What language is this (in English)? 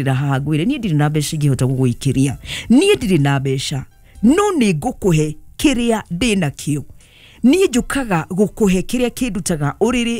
Kikuyu